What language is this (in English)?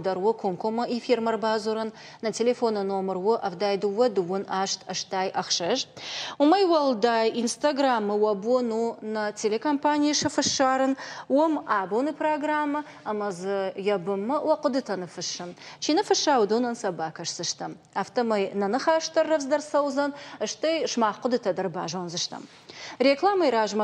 Ossetic